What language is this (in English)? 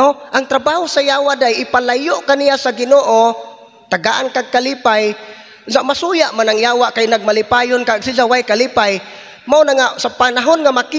Cebuano